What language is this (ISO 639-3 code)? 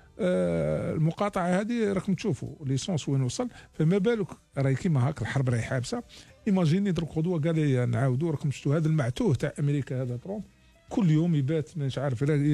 arq